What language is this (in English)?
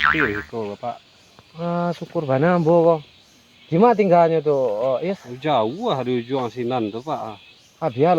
Minangkabau